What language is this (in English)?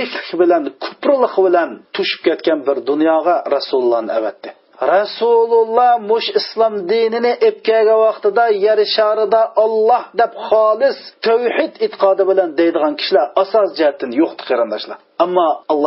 Uyghur